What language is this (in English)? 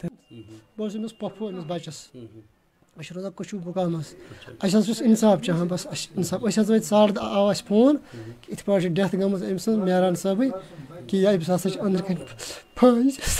Kashmiri